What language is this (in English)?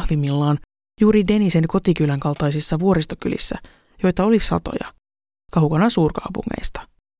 Finnish